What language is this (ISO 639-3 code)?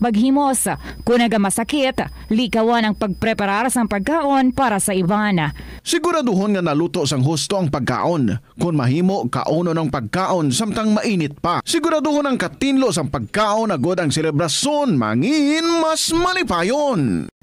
hil